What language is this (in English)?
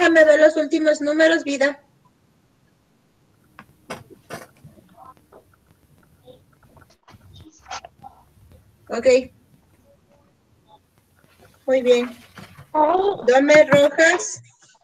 Spanish